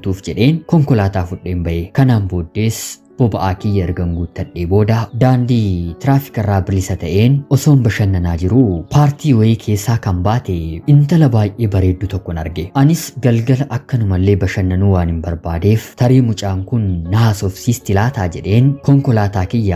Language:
Oromo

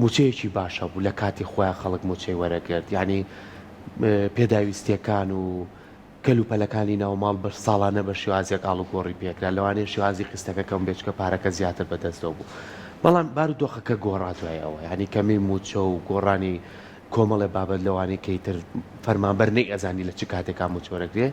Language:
Central Kurdish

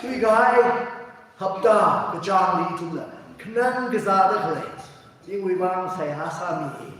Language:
Tangkhul Naga (India)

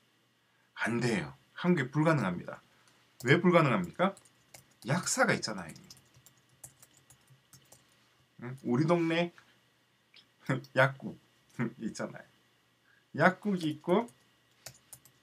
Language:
Korean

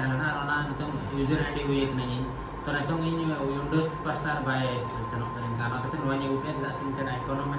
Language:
Santali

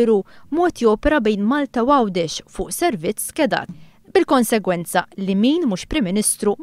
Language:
Maltese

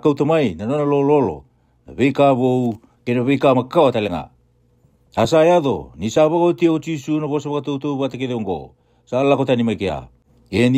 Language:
Fijian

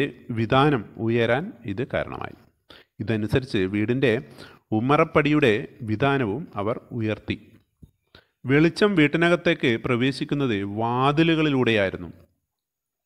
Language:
Malayalam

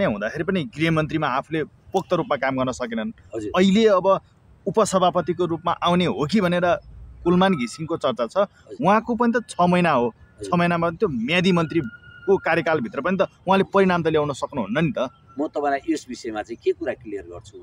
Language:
Nepali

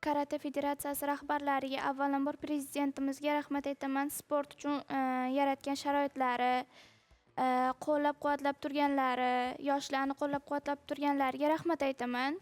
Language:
Uzbek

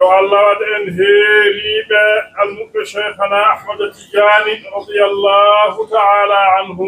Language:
Fula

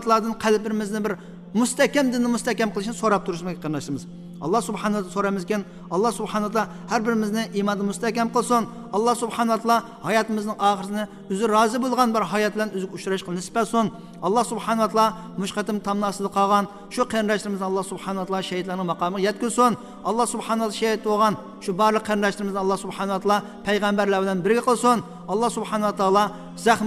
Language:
Uyghur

